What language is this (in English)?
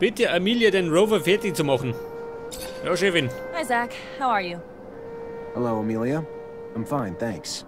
Bavarian